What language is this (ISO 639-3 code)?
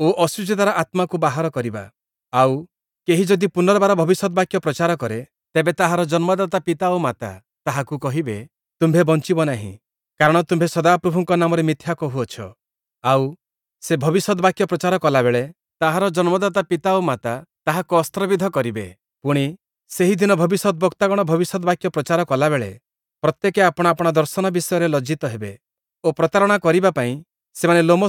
ori